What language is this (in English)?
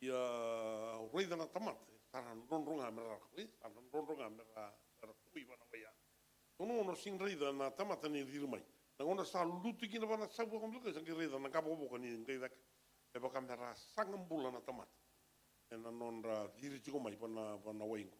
Fijian